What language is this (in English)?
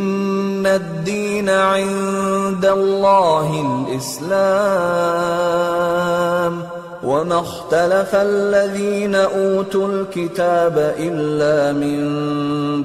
Arabic